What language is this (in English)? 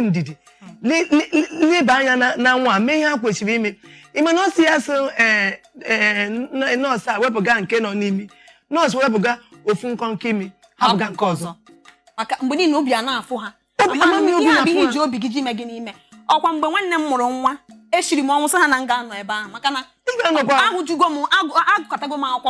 Igbo